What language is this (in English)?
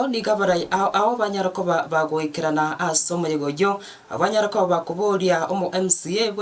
Gusii